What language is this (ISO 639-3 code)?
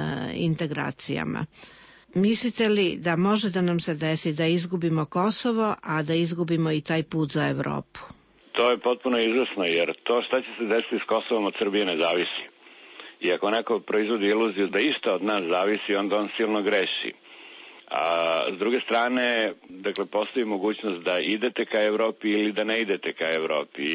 srp